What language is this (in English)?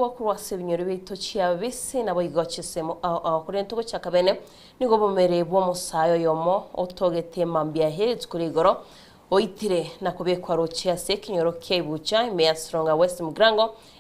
Gusii